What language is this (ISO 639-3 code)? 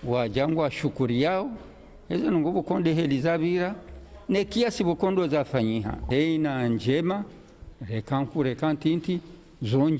zdj